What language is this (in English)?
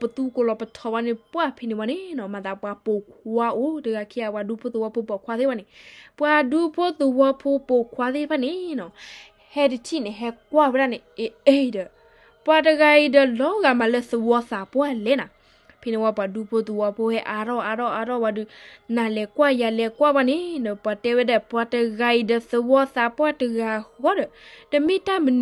S'gaw Karen